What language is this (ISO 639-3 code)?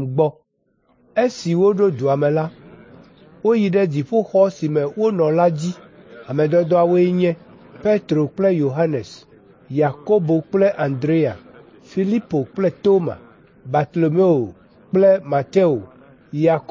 ewe